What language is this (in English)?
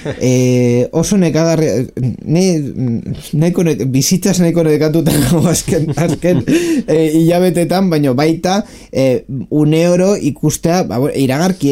Basque